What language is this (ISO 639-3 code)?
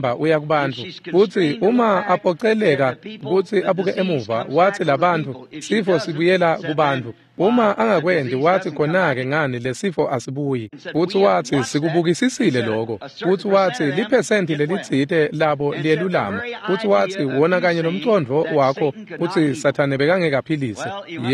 ssw